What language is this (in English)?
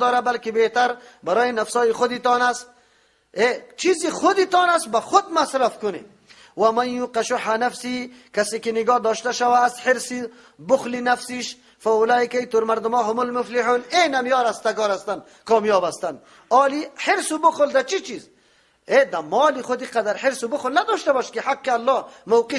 Persian